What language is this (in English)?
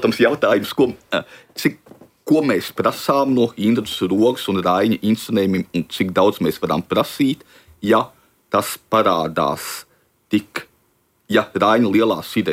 Latvian